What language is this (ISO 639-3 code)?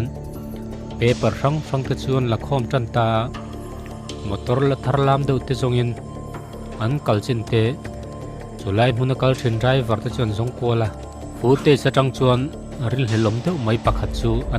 lus